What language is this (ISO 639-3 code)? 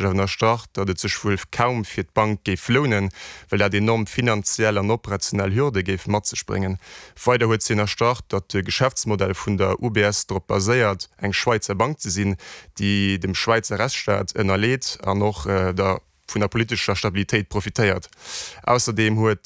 ltz